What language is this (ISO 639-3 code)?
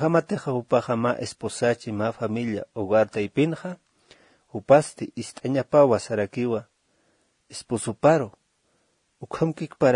aym